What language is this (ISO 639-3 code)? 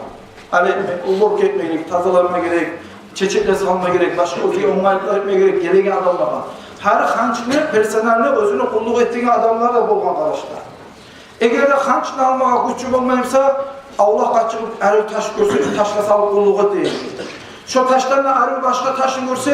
kum